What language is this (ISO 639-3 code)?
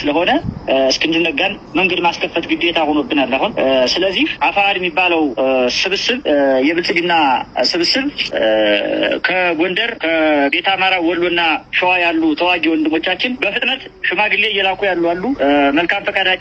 amh